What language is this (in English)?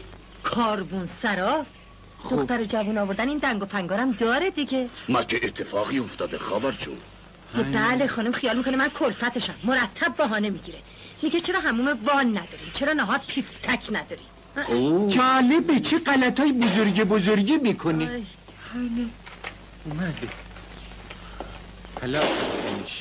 Persian